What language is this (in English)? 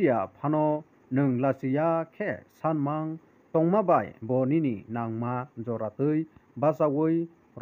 Kok Borok